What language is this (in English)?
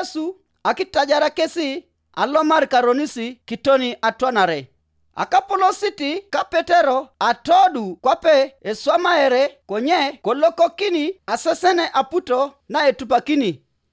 Teso